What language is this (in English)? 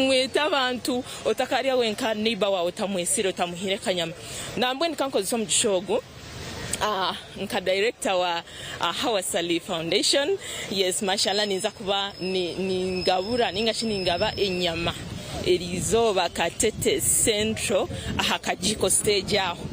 Nyankole